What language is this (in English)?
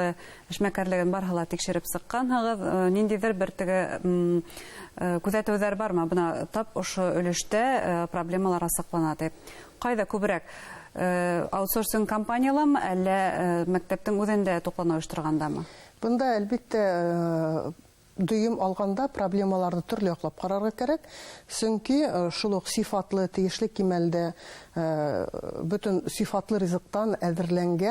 Bashkir